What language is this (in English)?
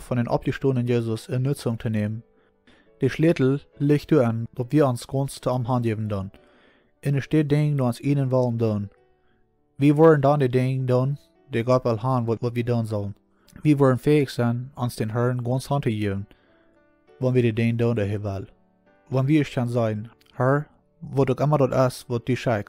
Plautdietsch